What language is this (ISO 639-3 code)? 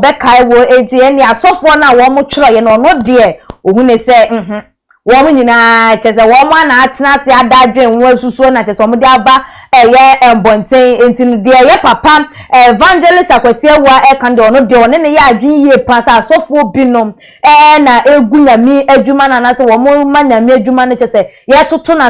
aka